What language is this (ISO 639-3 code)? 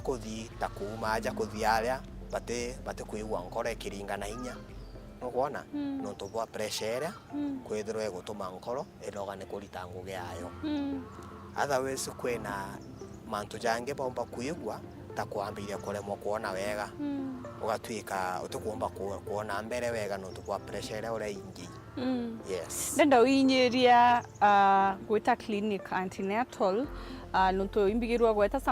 mer